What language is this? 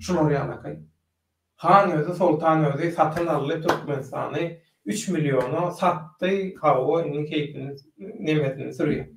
Turkmen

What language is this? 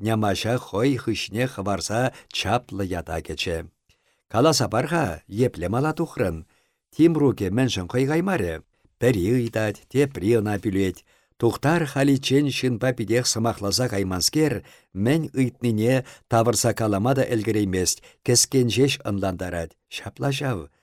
Chuvash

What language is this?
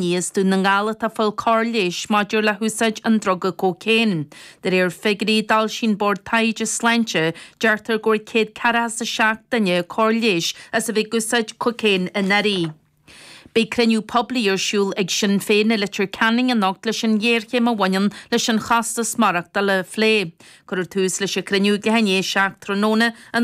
Irish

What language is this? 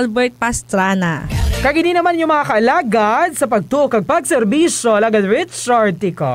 Hiligaynon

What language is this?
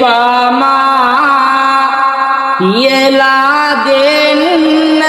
Sinhala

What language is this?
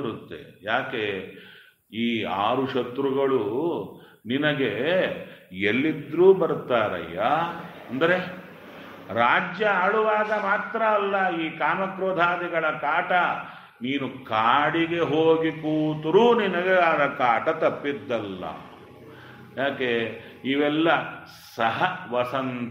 Kannada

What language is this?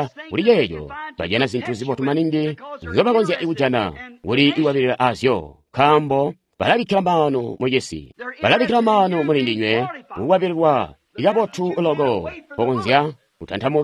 Tonga (Zambia)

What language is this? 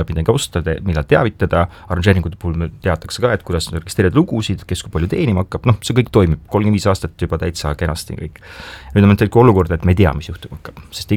Estonian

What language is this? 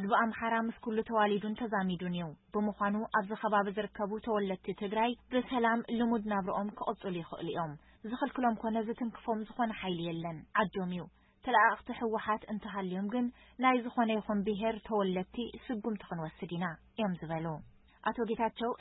Tigrinya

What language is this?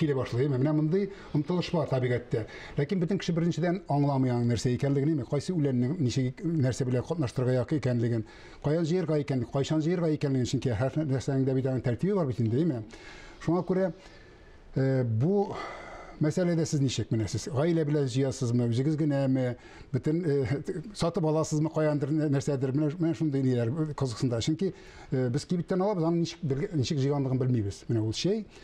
Tatar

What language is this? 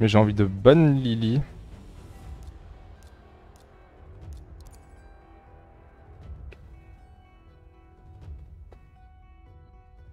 French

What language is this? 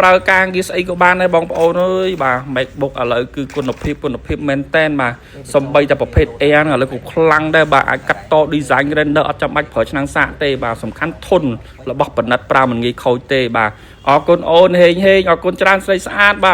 Khmer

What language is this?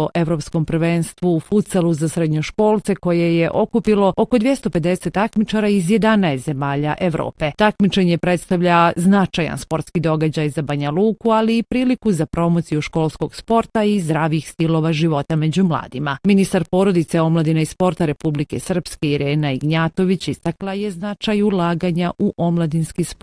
Bosnian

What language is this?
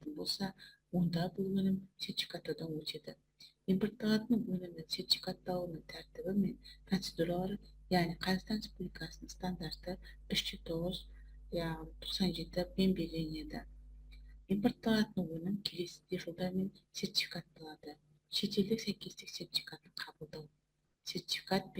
Kazakh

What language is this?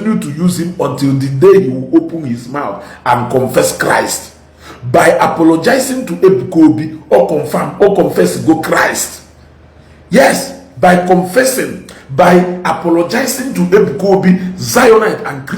Igbo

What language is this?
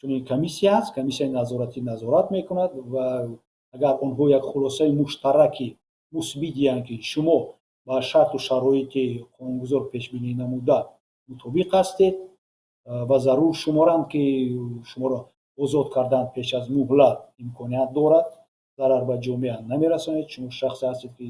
Tajik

